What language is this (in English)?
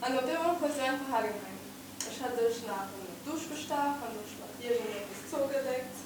Luxembourgish